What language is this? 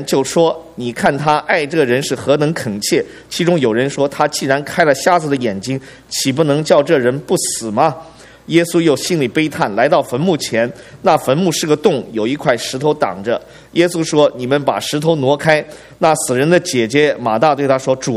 Chinese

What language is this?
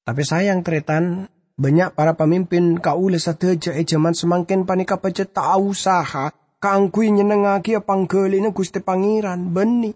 Madurese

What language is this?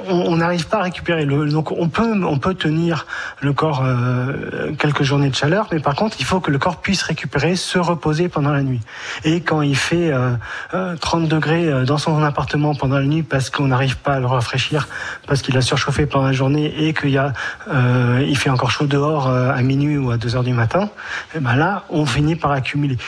French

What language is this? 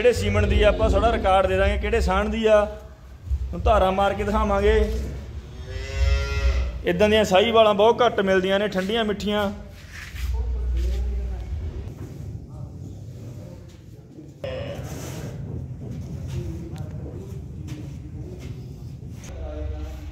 Punjabi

